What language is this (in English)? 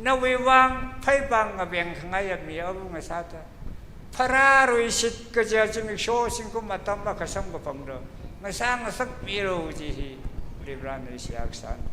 Tangkhul Naga (India)